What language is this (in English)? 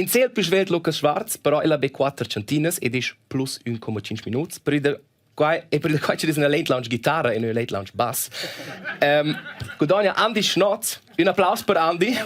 Romansh